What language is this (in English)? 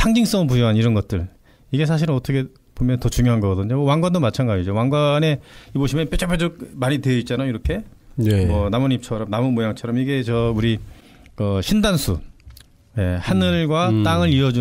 Korean